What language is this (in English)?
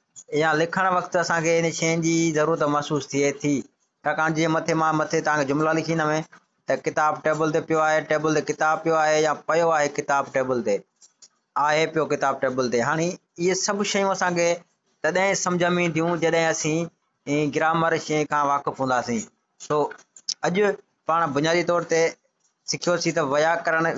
Sindhi